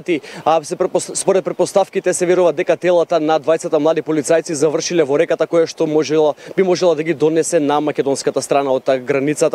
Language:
Macedonian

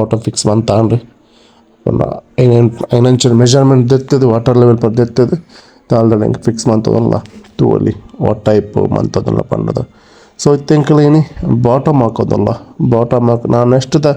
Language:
Tulu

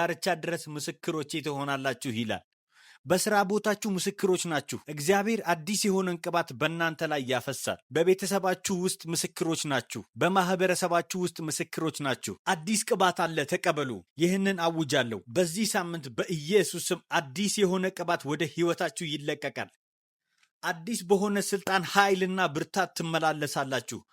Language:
Amharic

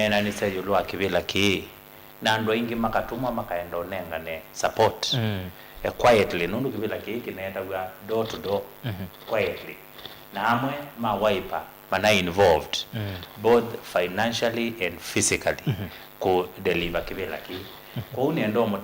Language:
Kamba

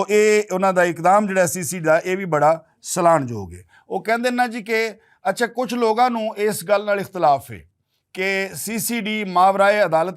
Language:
Western Panjabi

